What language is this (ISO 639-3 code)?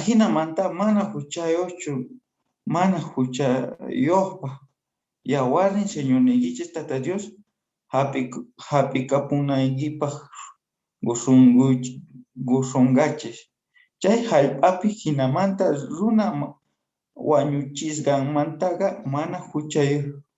que